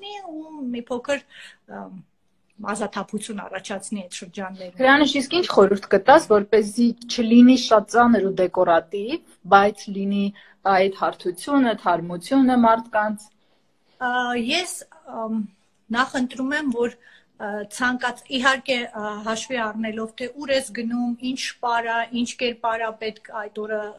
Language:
Armenian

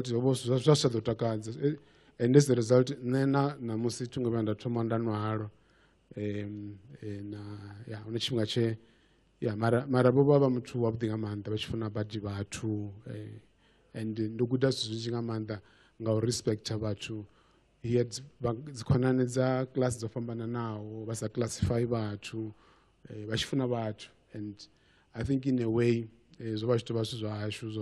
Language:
Venda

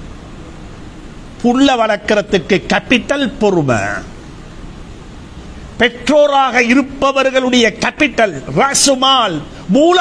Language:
Tamil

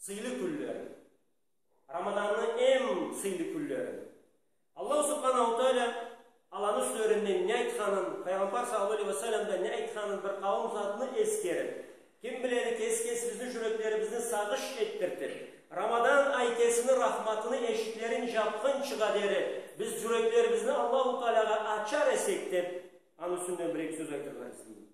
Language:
Karachay-Balkar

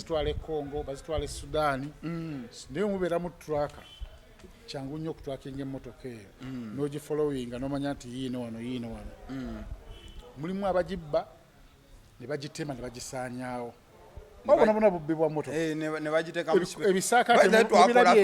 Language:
Ganda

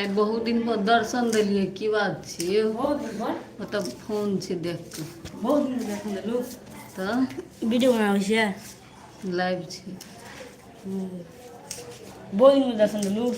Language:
Maithili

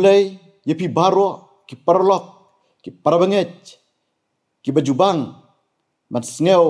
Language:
Khasi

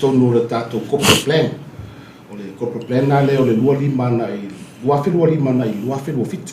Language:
Samoan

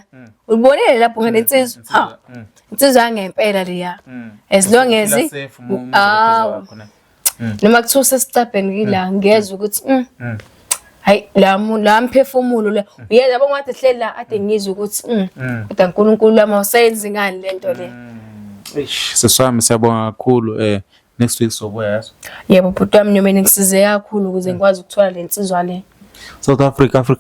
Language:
Zulu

